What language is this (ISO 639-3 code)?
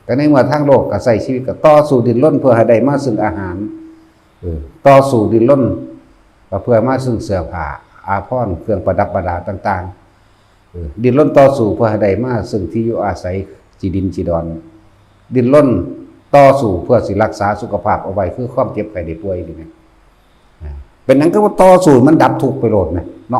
tts